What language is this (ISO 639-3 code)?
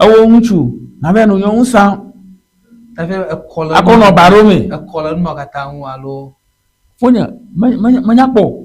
ewe